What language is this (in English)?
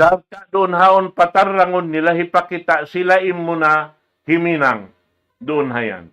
Tausug